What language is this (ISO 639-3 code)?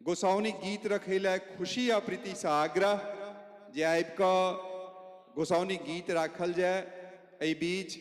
mai